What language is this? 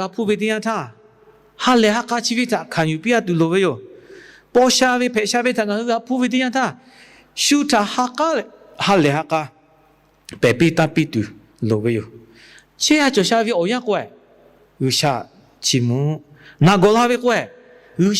Lahu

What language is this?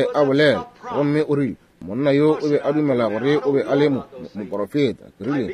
Northern Sotho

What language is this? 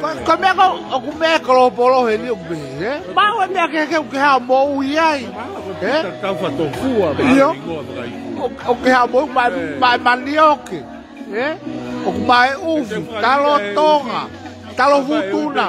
Tongan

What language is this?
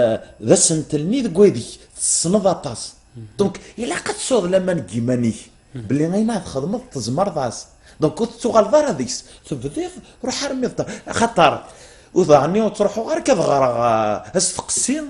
Kabyle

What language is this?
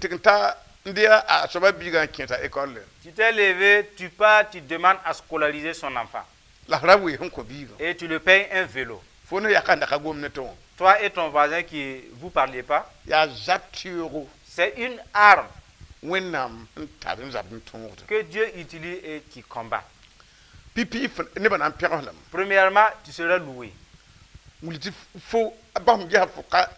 Mossi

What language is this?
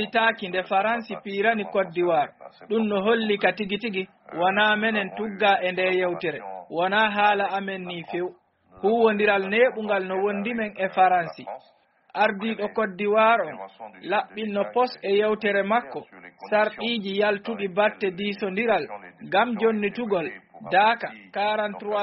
Fula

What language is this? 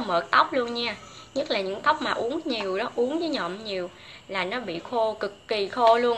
Vietnamese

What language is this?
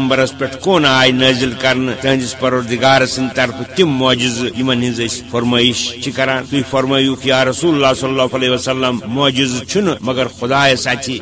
Kashmiri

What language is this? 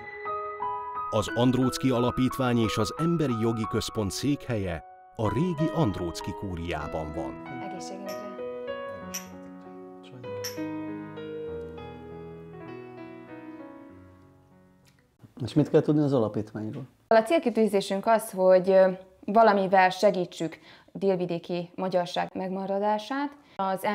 Hungarian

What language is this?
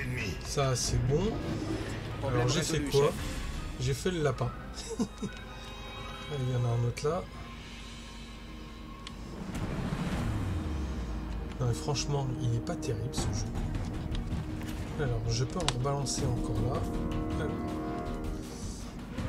French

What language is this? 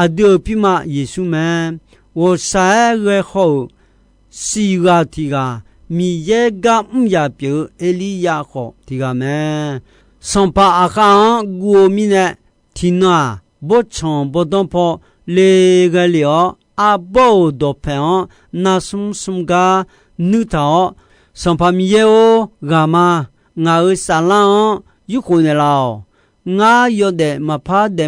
Akha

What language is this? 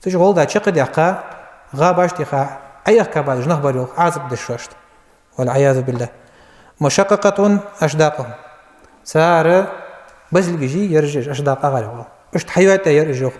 Ingush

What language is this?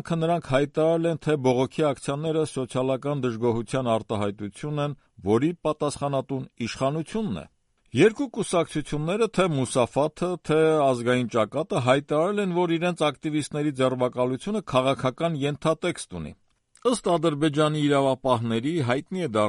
Armenian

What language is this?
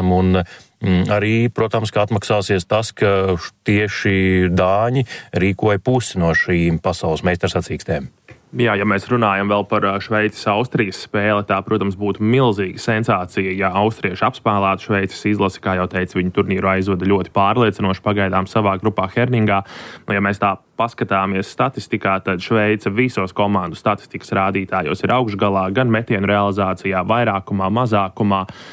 Latvian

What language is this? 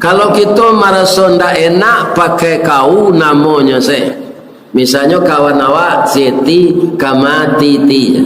Minangkabau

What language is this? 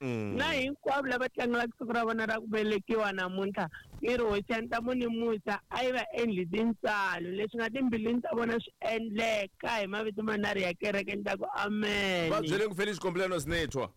Tsonga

